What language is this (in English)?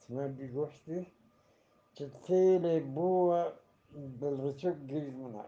Eastern Balochi